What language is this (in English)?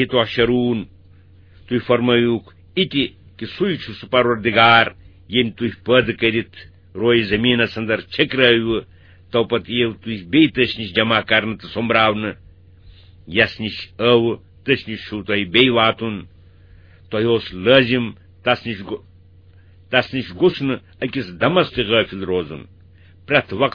Kashmiri